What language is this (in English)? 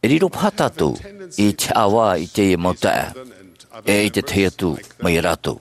Tahitian